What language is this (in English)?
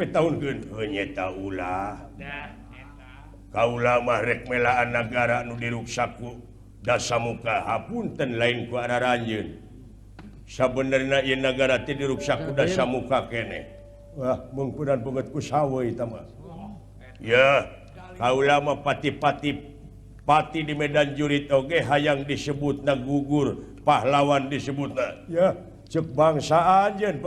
Sundanese